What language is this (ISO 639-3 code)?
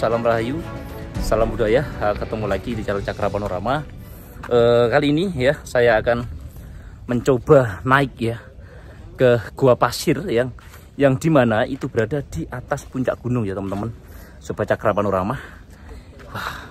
ind